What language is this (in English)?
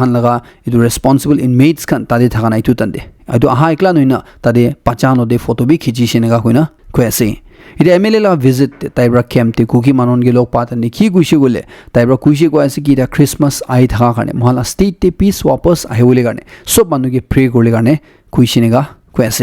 Naga Pidgin